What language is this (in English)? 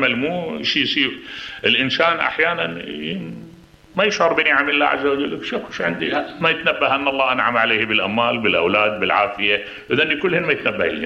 Mesopotamian Arabic